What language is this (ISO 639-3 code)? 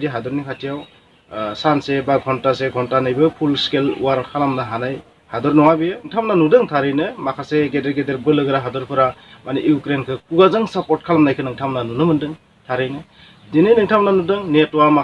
brx